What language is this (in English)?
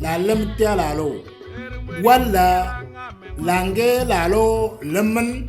Moro